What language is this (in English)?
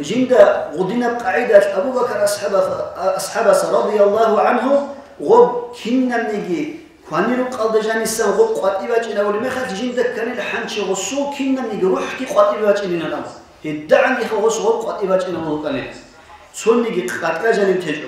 Avaric